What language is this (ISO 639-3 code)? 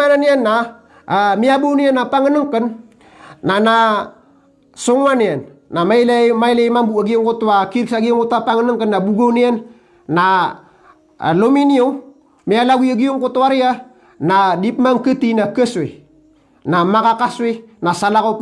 mrw